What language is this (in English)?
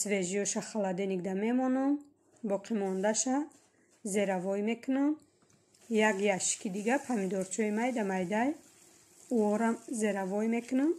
Tajik